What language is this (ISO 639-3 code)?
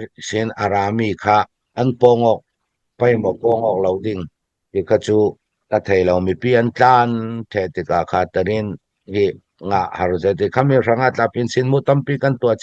cfm